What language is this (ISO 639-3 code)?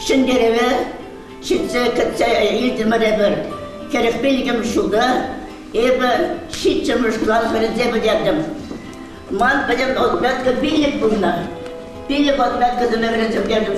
chv